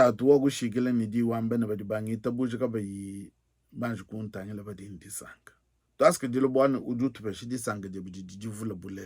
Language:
Luba-Lulua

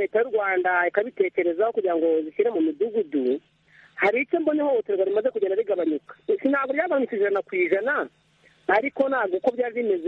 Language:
Kinyarwanda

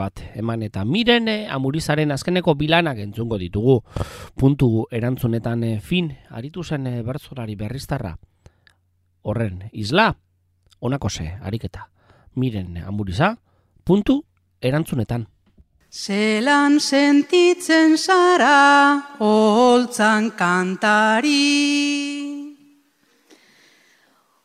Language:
Basque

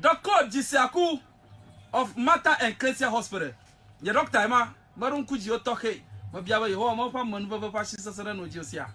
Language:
Ewe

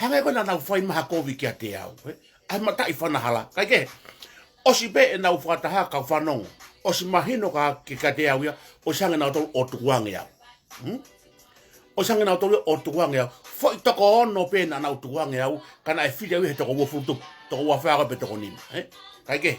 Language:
Tongan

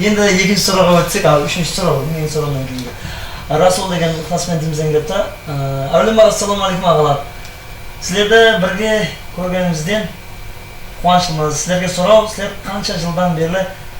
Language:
Kara-Kalpak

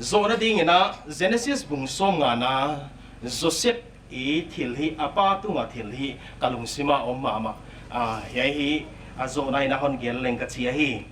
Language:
Paite Chin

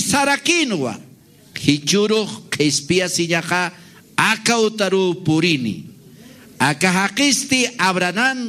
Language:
Aymara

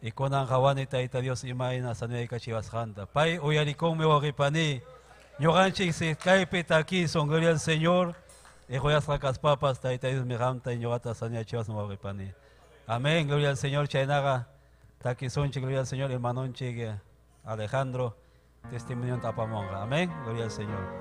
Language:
Ayacucho Quechua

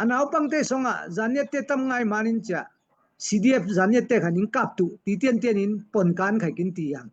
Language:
Falam Chin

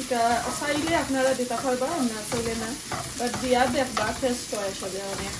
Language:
Sylheti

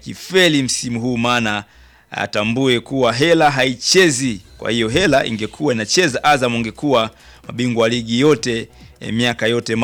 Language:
Swahili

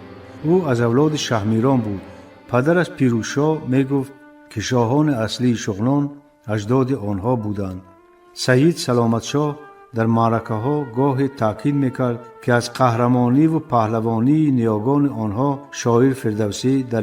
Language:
Tajik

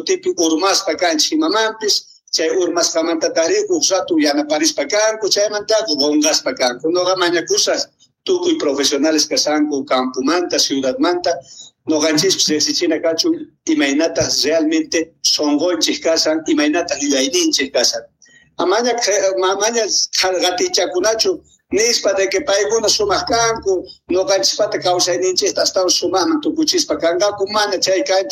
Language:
South Bolivian Quechua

